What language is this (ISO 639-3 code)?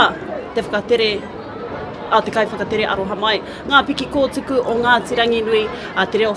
mri